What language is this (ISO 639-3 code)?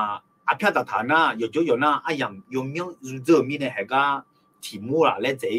ahk